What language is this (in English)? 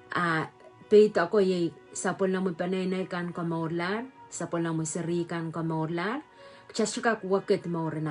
Pohnpeian